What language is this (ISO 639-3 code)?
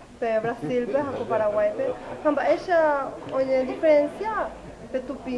grn